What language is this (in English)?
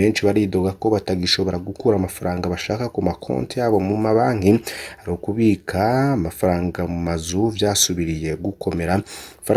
Rundi